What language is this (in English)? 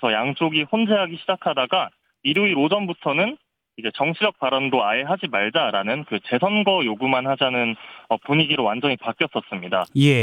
Korean